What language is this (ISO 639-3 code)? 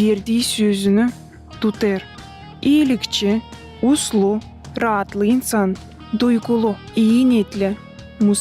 gag